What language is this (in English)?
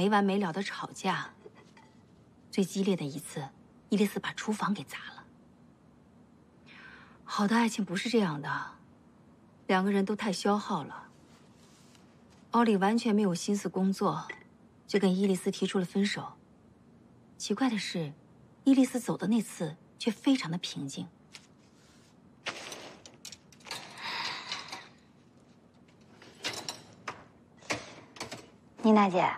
Chinese